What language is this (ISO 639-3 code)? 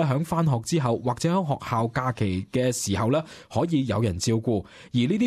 yue